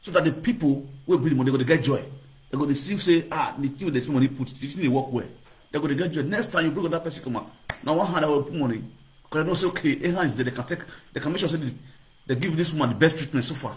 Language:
Nigerian Pidgin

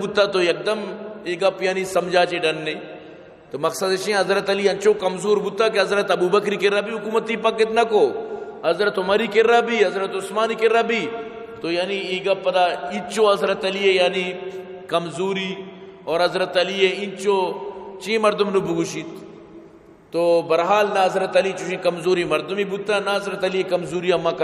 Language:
Baluchi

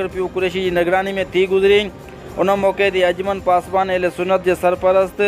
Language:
Sindhi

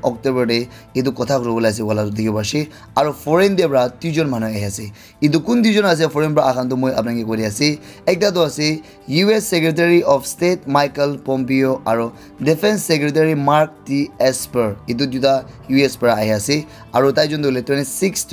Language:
Naga Pidgin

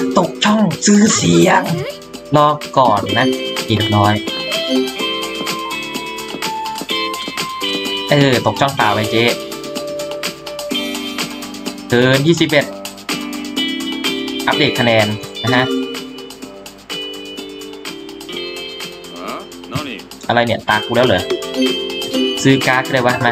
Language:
Thai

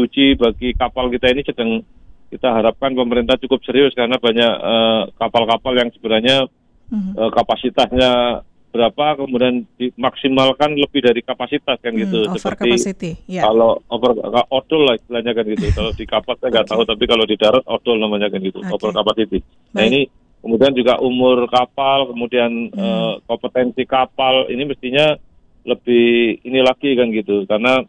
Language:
Indonesian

